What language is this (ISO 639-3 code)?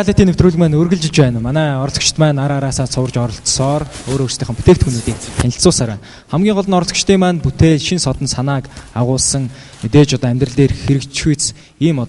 mon